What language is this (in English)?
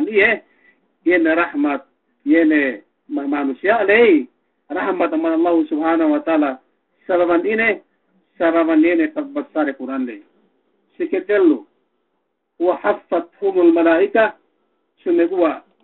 Yakan